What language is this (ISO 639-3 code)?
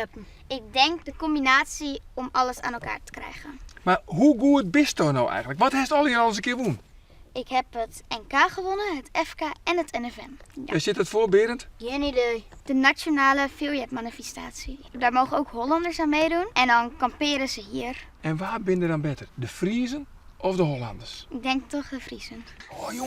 fry